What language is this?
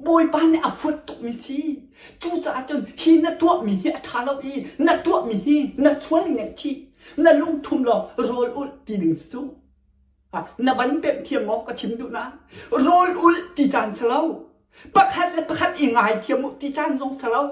Hakha Chin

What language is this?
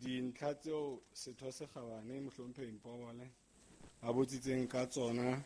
Southern Sotho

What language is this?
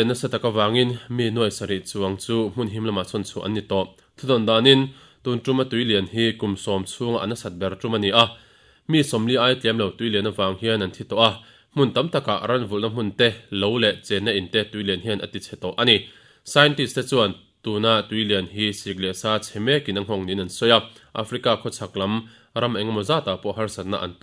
Mizo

